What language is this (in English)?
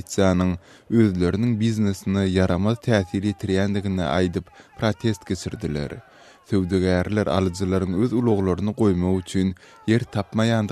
Turkmen